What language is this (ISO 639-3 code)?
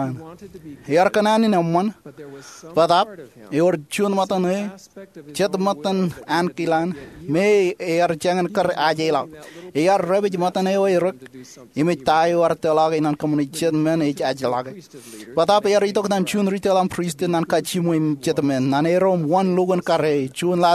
mah